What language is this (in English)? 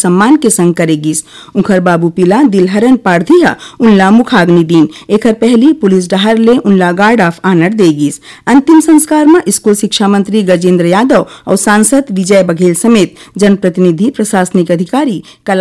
Chhattisgarhi